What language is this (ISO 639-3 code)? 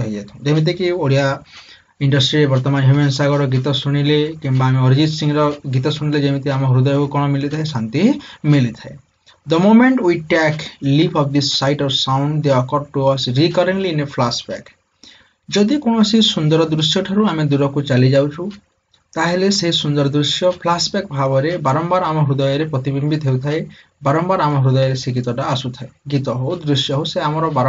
ori